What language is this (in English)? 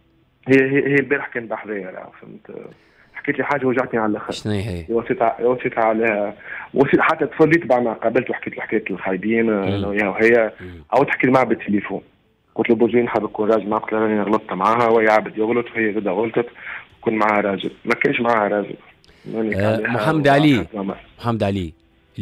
Tunisian Arabic